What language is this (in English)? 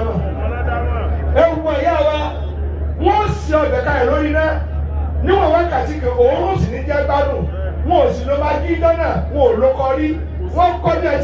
Yoruba